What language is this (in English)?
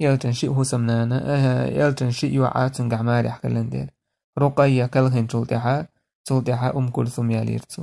Chechen